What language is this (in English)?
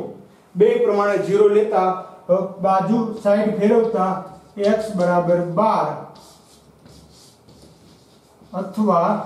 Gujarati